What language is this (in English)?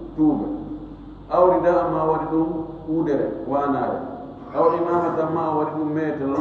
Fula